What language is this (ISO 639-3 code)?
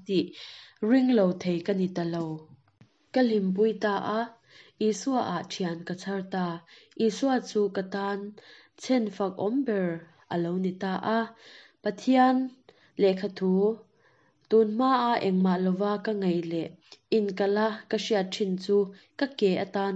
lus